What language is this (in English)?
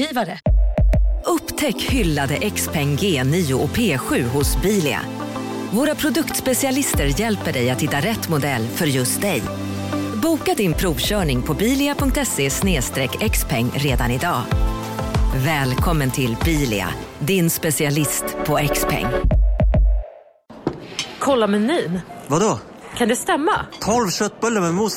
Swedish